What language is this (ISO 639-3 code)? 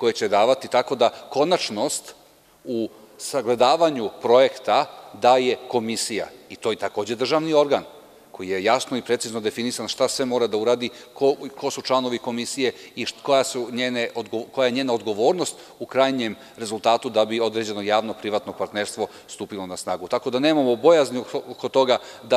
srp